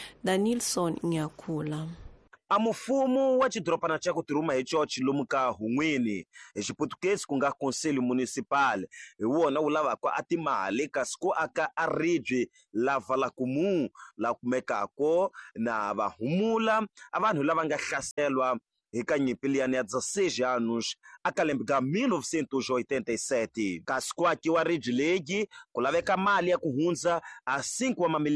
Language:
Tsonga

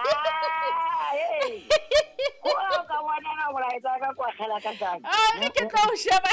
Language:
Southern Sotho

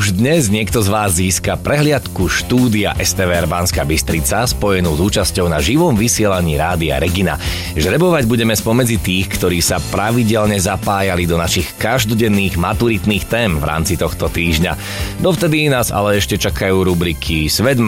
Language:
Slovak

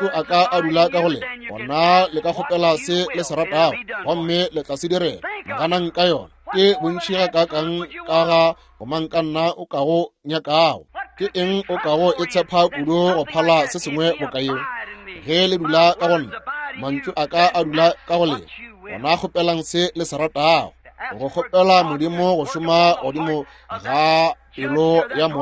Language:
Northern Sotho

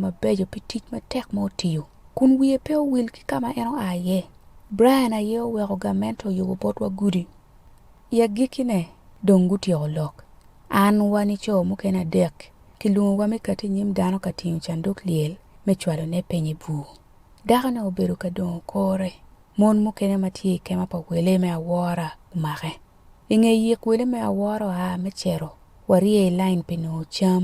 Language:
Acoli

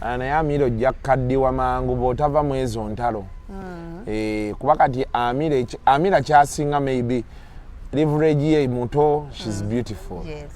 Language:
Ganda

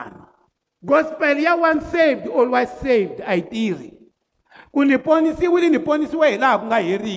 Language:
Tsonga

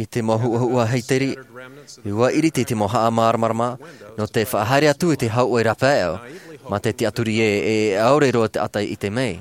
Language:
Tahitian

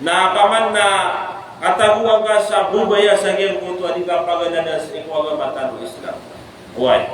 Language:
Maranao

